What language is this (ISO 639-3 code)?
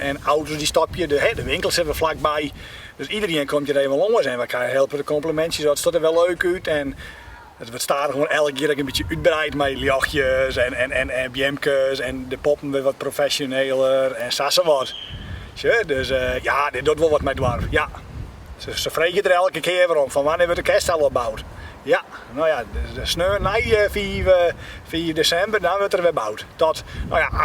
fry